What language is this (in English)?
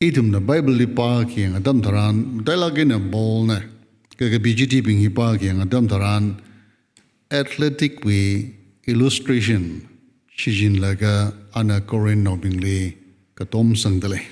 Tangkhul Naga (India)